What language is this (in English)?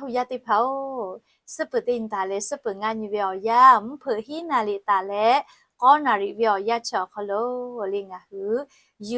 Lahu